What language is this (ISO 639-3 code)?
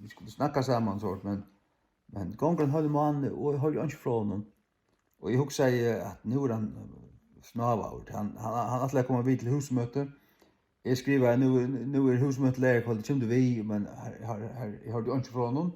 fao